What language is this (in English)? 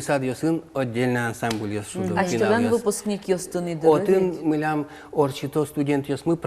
Udmurt